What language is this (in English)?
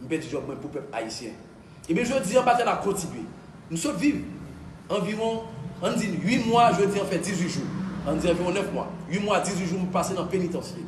Haitian Creole